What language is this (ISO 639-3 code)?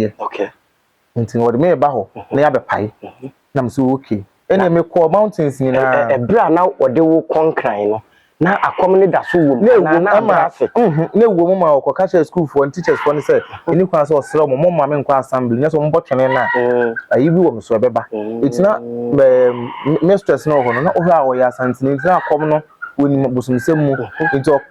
aka